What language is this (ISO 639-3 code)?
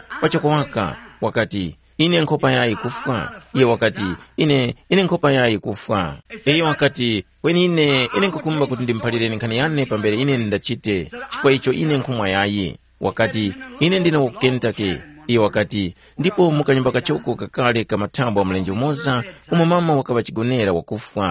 tum